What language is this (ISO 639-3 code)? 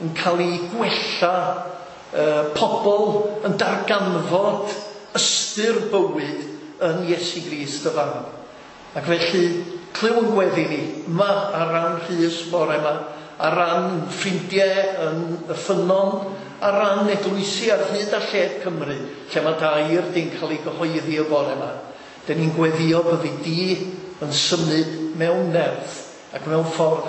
cym